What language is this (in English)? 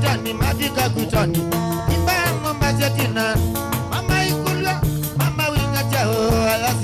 Kamba